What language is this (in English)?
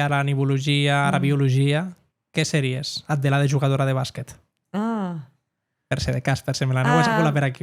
Occitan